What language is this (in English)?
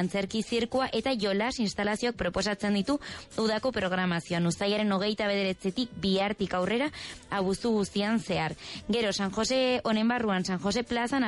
Basque